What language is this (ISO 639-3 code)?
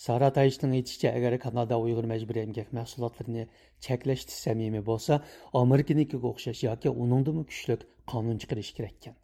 uig